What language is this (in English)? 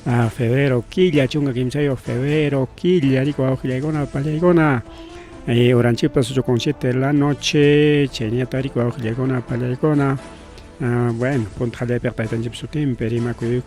Ayacucho Quechua